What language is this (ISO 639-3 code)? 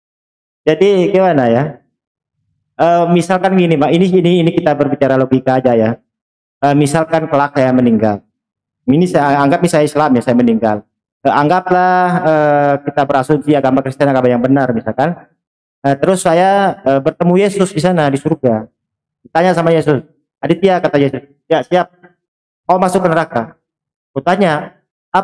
ind